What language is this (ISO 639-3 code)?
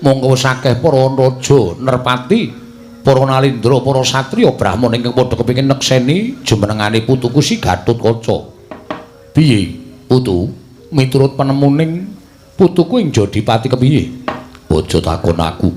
jav